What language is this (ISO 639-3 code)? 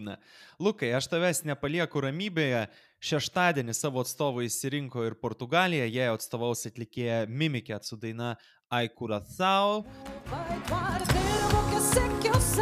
lit